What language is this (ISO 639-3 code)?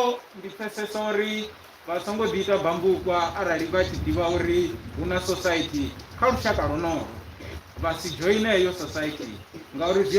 ven